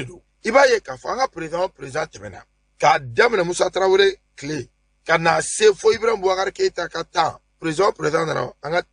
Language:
Bambara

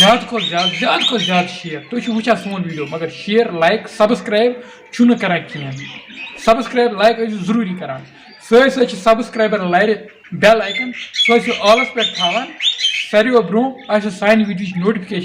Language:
Kashmiri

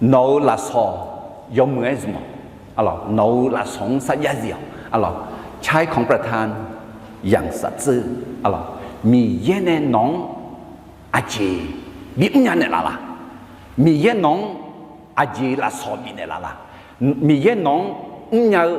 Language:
Akha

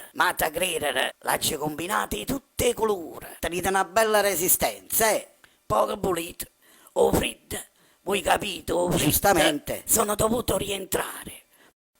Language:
Neapolitan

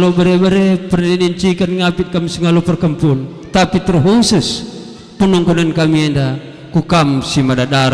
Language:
Batak Karo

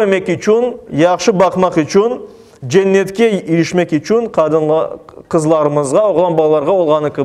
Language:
Crimean Tatar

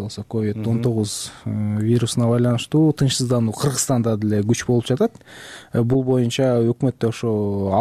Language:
Kyrgyz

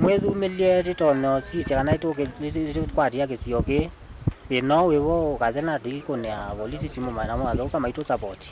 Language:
Kamba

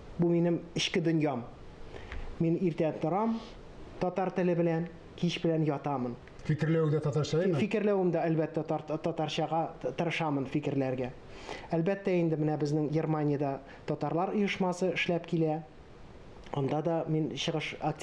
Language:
Tatar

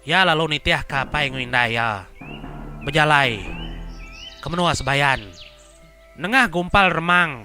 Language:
Iban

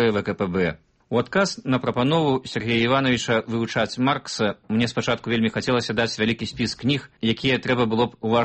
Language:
Belarusian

